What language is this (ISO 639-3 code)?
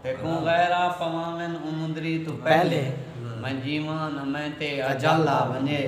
skr